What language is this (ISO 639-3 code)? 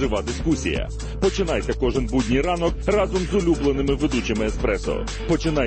ukr